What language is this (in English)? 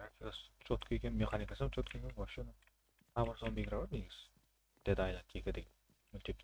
Kara-Kalpak